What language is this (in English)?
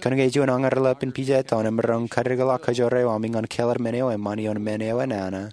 Marshallese